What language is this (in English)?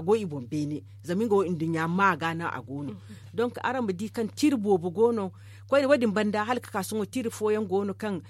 Zarma